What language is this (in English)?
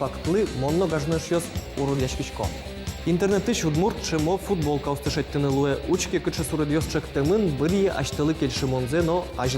Udmurt